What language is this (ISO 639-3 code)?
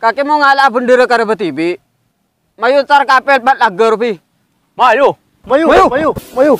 mad